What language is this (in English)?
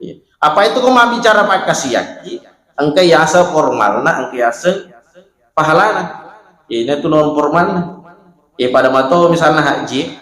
Buginese